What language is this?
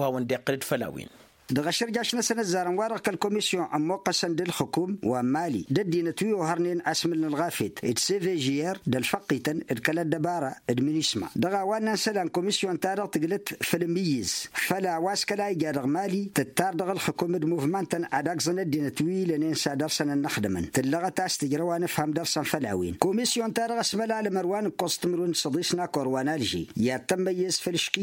Tamasheq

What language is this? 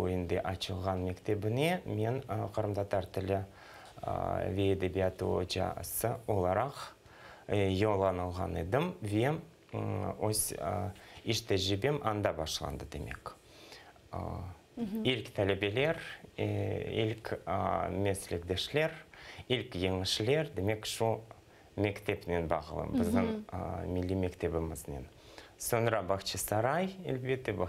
Crimean Tatar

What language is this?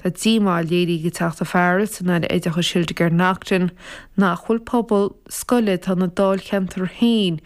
Irish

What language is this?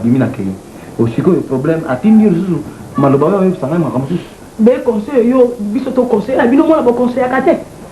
Lingala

